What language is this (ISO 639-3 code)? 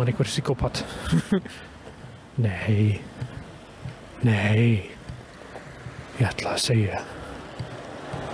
isl